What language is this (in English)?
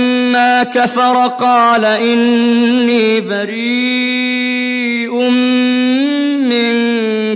Urdu